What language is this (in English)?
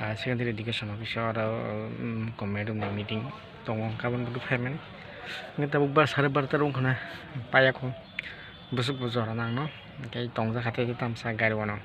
Kok Borok